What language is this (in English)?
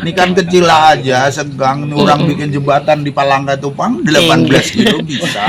Banjar